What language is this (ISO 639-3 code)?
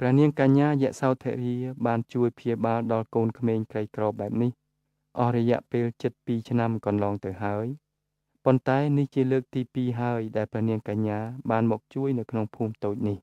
khm